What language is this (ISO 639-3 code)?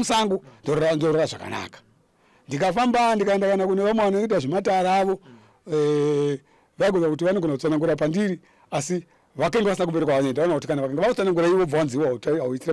sna